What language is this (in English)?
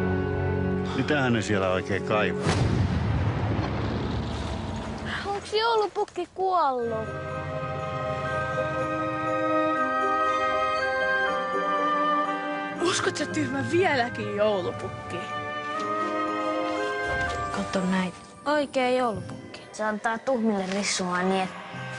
Finnish